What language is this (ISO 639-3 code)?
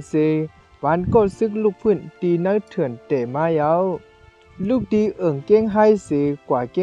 shn